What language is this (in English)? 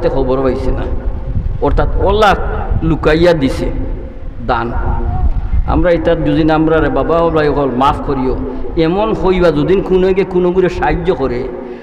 Sylheti